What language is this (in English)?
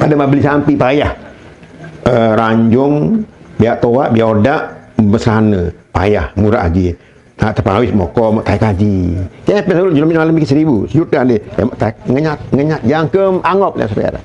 Sasak